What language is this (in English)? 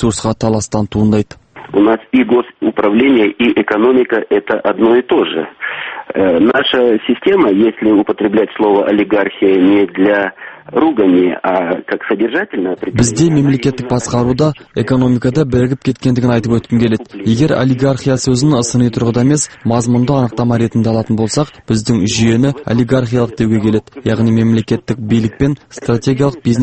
Kazakh